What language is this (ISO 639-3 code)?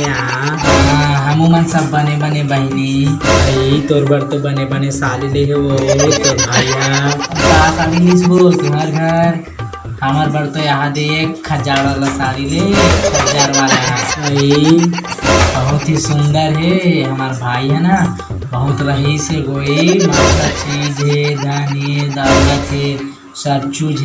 hne